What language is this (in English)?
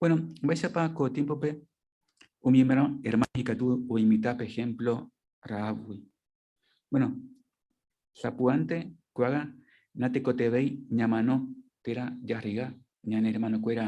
Guarani